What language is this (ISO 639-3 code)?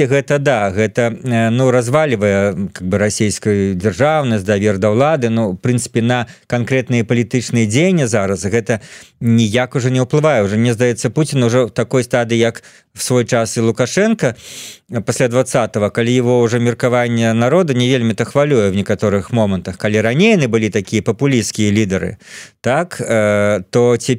bel